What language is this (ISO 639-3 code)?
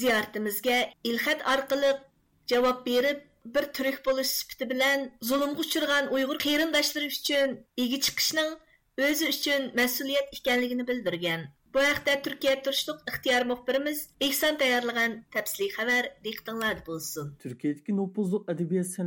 uig